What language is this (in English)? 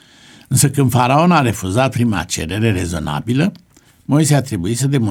Romanian